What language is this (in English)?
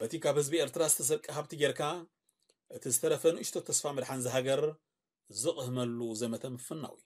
Tigrinya